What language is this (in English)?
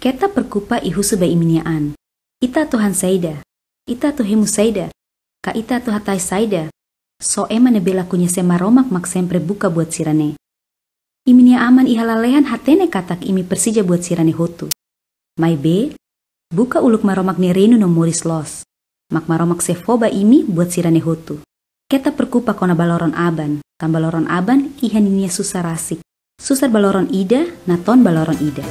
Tetum